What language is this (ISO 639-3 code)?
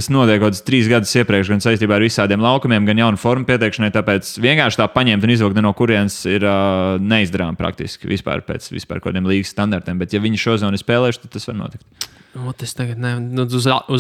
lav